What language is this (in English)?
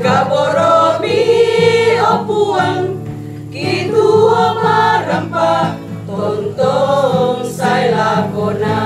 Toraja-Sa'dan